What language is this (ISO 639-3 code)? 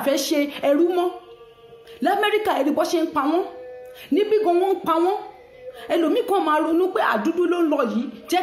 yor